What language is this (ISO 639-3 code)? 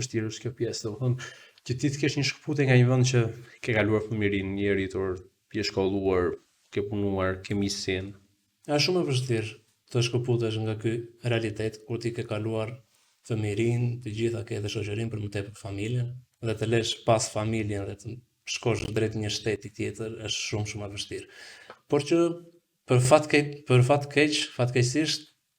sqi